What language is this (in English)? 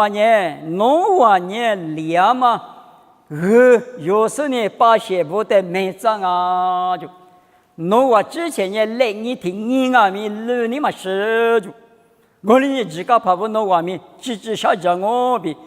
Lisu